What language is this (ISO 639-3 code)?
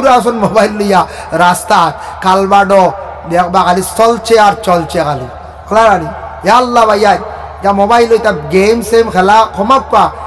syl